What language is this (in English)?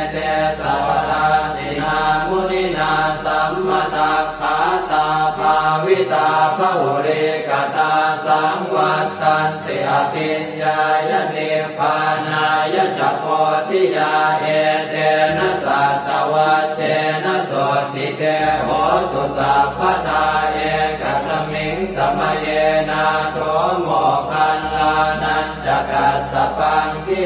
Pali